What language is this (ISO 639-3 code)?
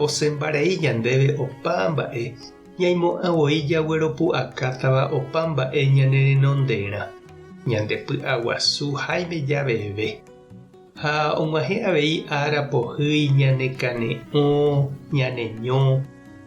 grn